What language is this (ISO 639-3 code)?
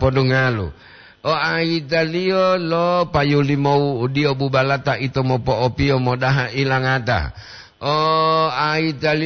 gor